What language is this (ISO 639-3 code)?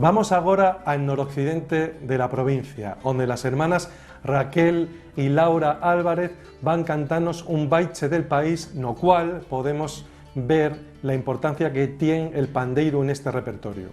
ast